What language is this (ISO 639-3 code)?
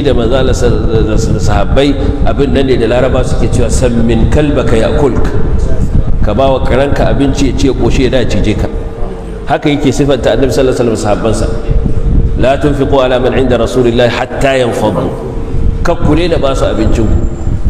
hau